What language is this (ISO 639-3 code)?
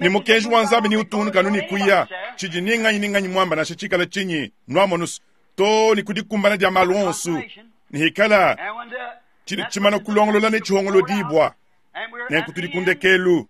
lua